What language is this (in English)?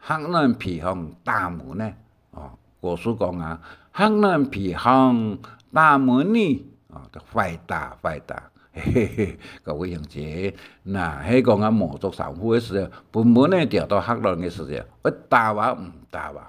Hakka Chinese